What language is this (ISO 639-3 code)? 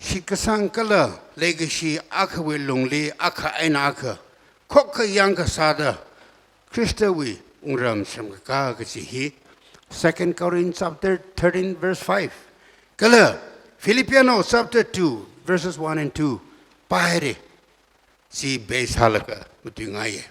nmf